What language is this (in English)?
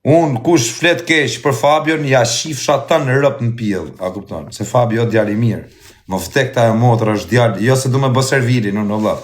Albanian